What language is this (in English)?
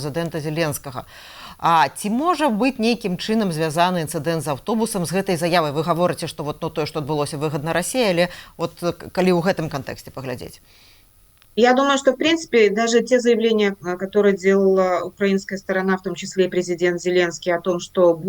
Belarusian